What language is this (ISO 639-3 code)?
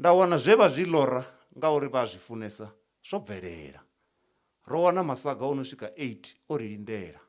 ven